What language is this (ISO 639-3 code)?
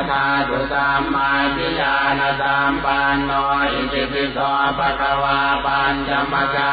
pli